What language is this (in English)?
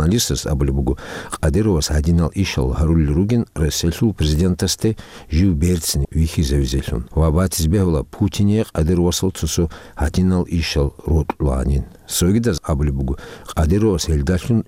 Avaric